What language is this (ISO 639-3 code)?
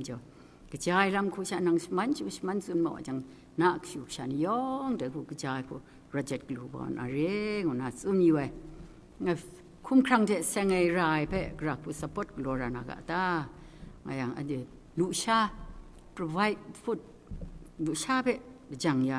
kac